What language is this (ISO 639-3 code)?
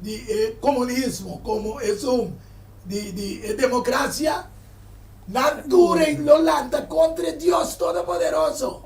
pap